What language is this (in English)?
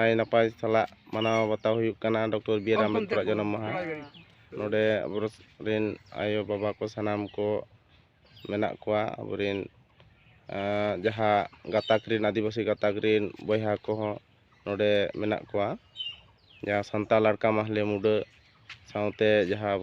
Santali